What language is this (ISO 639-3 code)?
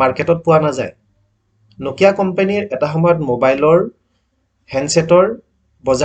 asm